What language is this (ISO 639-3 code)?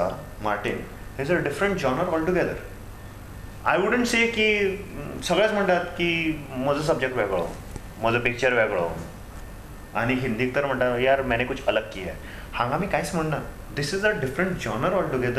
kok